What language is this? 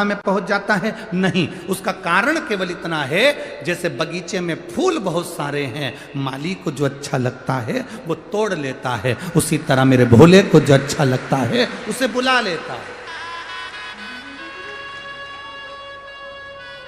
Hindi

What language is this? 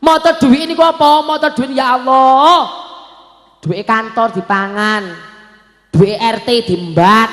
Javanese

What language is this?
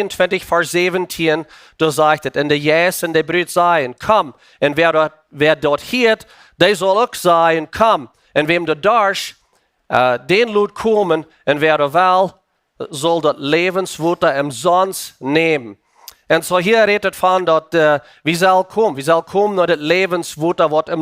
Plautdietsch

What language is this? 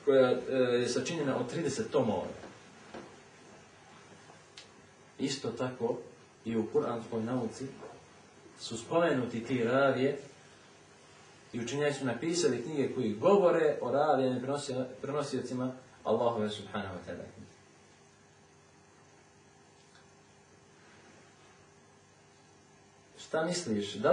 Bosnian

